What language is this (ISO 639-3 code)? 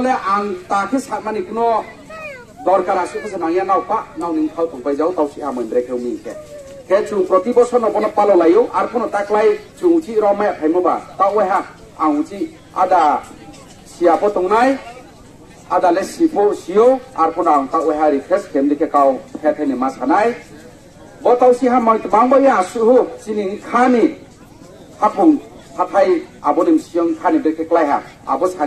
ria